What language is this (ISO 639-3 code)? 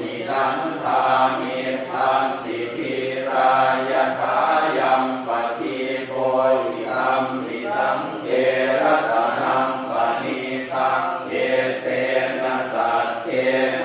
pli